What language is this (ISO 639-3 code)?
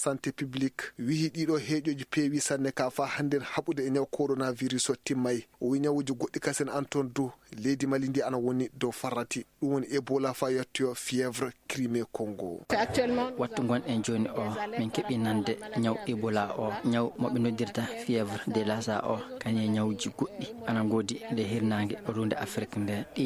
ful